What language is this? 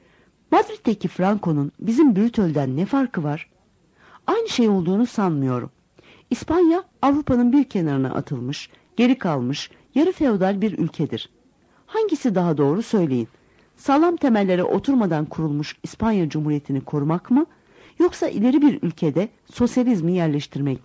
Turkish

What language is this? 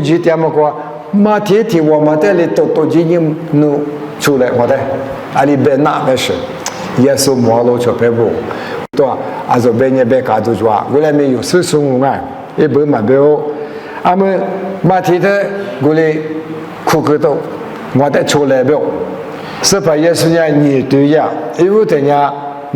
Lisu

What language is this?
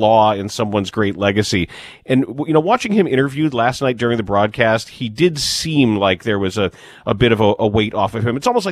English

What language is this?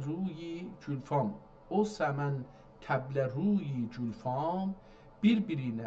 South Azerbaijani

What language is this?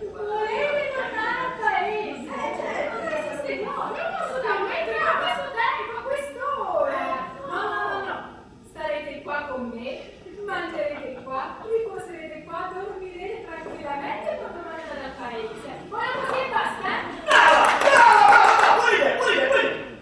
Neapolitan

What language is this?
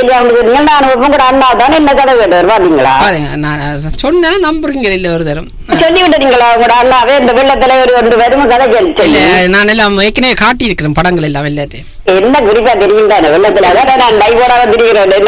Tamil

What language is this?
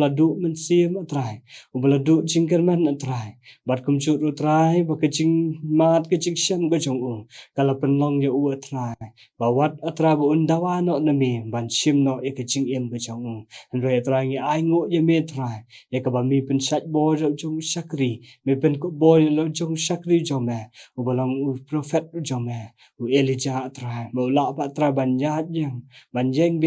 Khasi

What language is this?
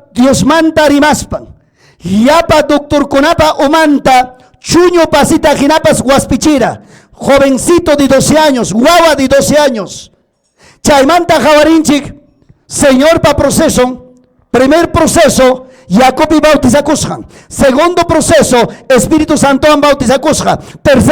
Ayacucho Quechua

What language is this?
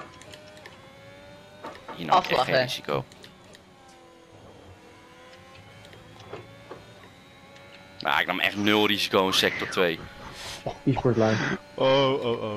Dutch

